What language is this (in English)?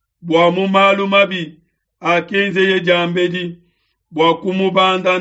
Luba-Lulua